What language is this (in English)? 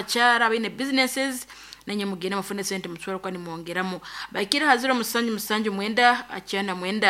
Nyankole